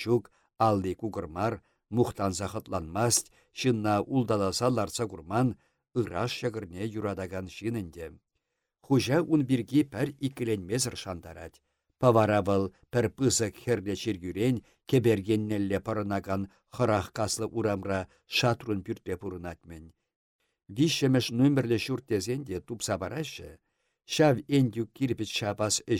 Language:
Chuvash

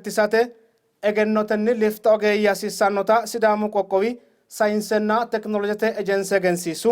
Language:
Sidamo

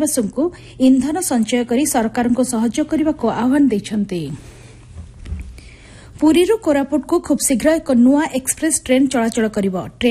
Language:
Odia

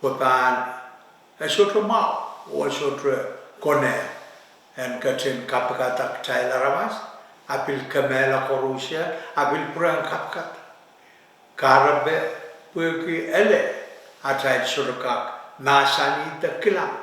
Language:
Pohnpeian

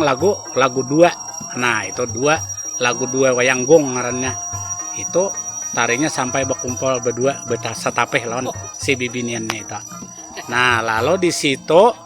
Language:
Banjar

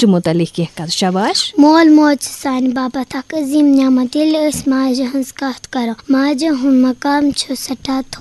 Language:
Kashmiri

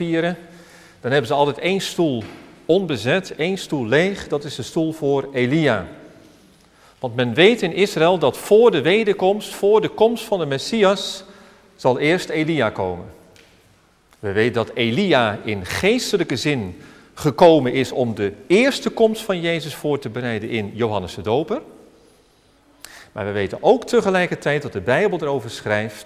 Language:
Dutch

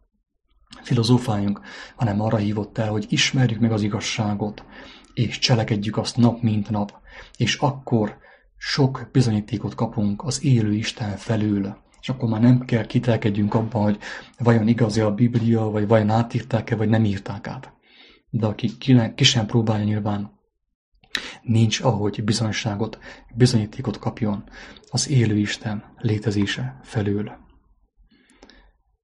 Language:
Hungarian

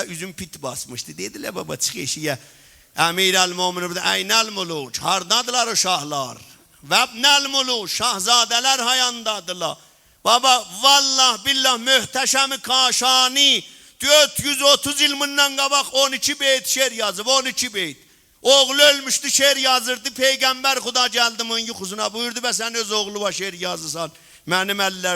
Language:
South Azerbaijani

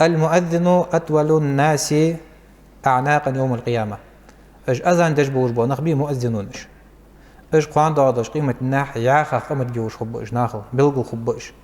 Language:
Ingush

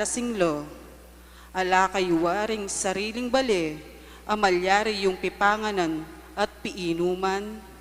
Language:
Pampanga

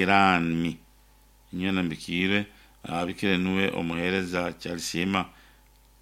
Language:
Nyankole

